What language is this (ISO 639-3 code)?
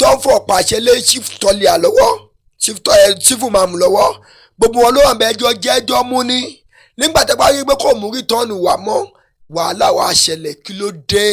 yor